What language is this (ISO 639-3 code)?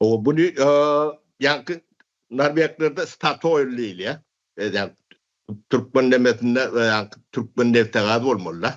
tuk